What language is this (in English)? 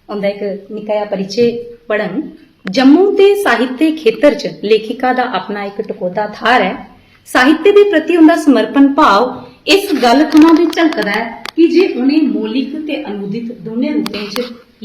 Dogri